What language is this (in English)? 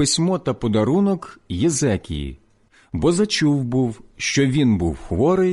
Ukrainian